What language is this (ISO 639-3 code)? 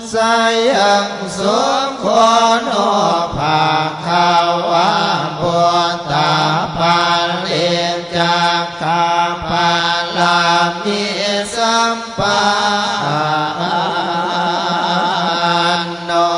pli